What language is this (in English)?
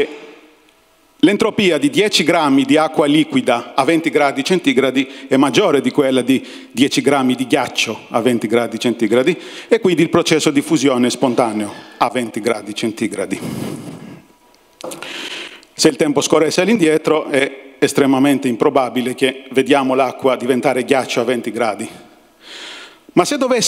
Italian